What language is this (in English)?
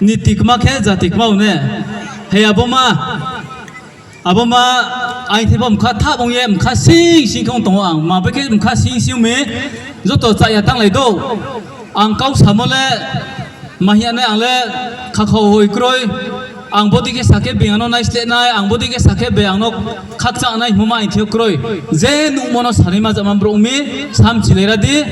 Riang (India)